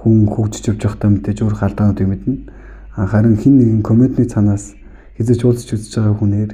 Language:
Mongolian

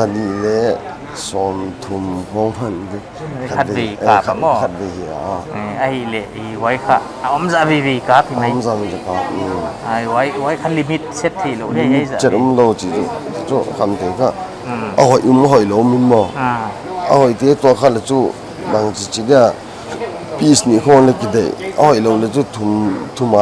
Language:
Paite Chin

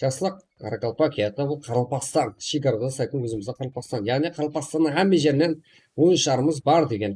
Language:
Kara-Kalpak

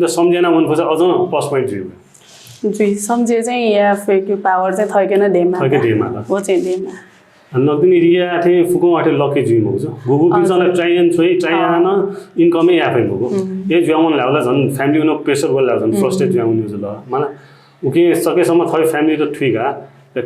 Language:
Newari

